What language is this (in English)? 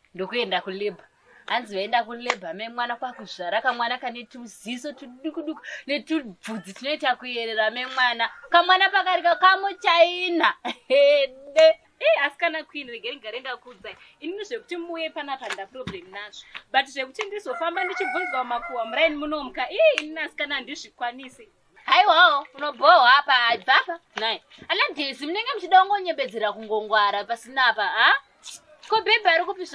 Shona